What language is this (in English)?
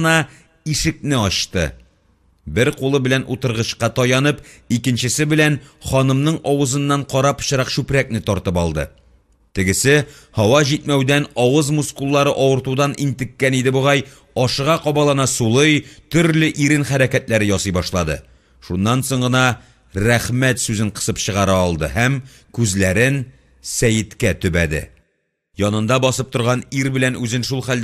Tatar